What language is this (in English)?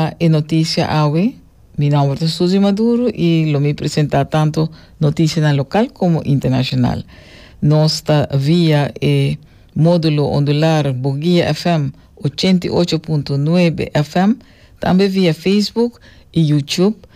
Papiamento